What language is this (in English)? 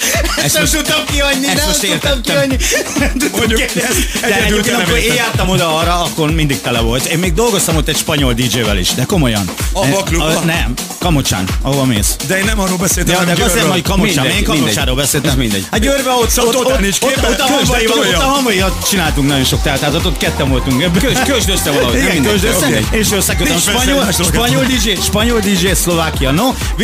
Hungarian